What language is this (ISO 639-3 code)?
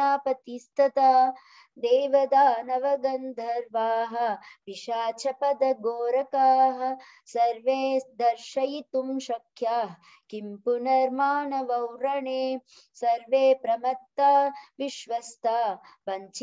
san